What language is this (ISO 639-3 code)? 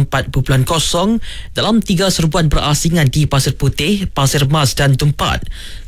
msa